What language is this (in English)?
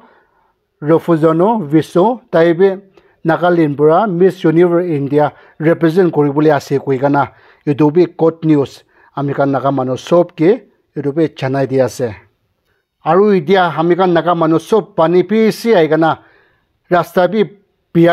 Naga Pidgin